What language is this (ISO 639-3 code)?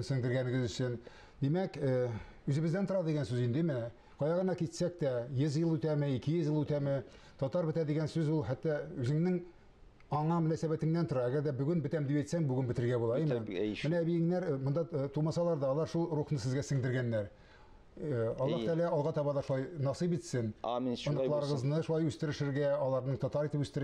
tat